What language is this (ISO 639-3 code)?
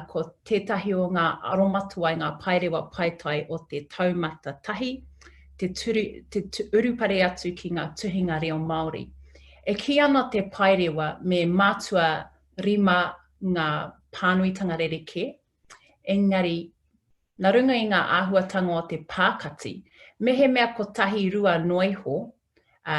mri